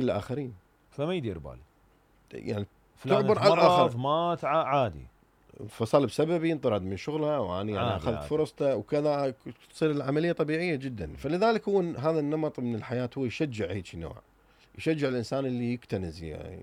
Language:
Mesopotamian Arabic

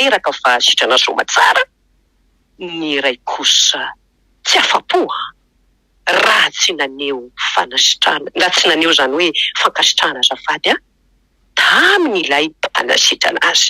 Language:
Malagasy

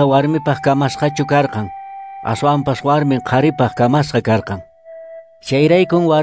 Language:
Quechua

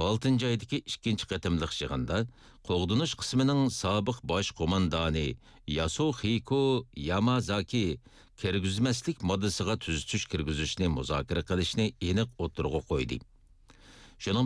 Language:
Uyghur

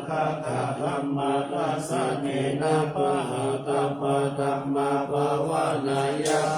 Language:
Pali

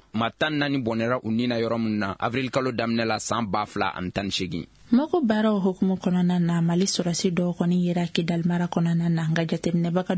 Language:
Bambara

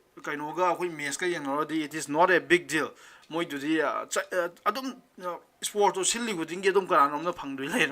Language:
Manipuri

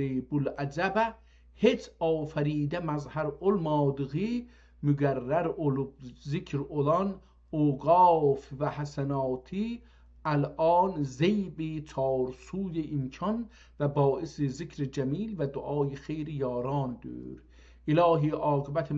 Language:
South Azerbaijani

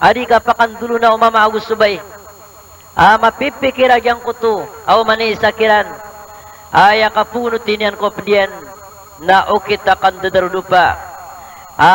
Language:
Maranao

